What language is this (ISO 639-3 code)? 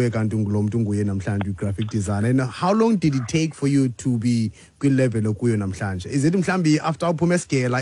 xho